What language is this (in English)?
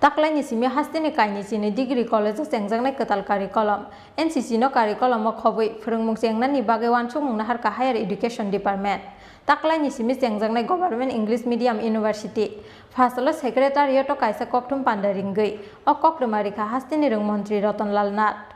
Kok Borok